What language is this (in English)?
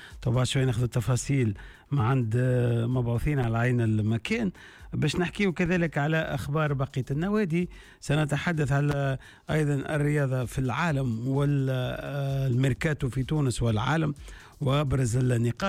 Tunisian Arabic